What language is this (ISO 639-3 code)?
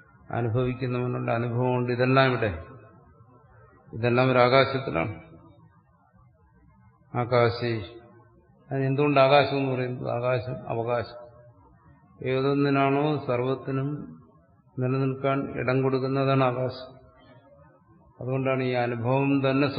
mal